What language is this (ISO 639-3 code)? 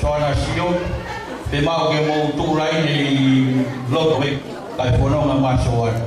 ton